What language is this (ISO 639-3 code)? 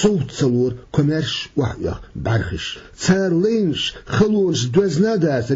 che